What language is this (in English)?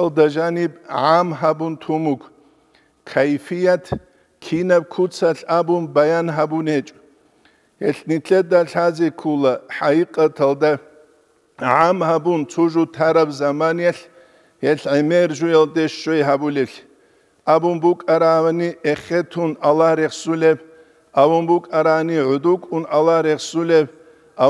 Avaric